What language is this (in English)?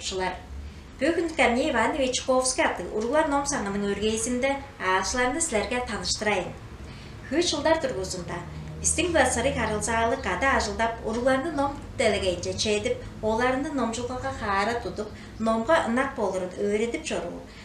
Tuvinian